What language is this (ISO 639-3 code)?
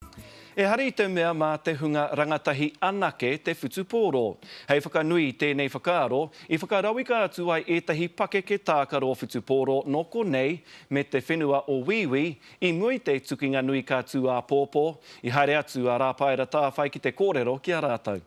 mri